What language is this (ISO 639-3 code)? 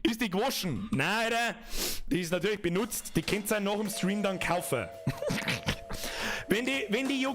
bar